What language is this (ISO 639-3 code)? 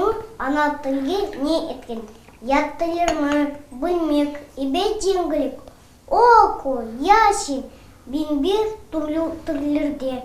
crh